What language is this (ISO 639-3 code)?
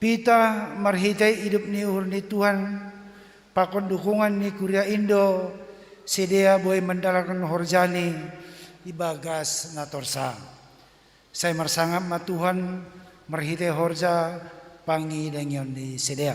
bts